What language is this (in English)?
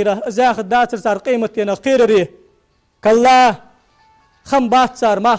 Ingush